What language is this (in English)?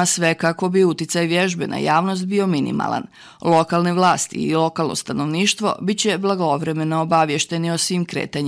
Bosnian